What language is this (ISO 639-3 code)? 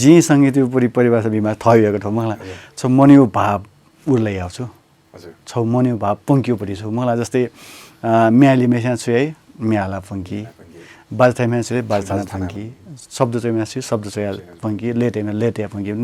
new